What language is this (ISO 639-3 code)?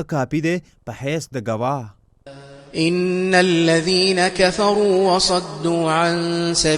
pus